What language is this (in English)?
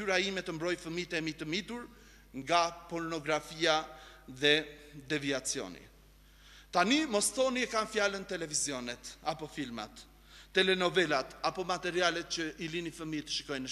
Albanian